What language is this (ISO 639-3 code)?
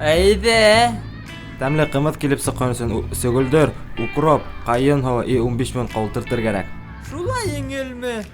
bak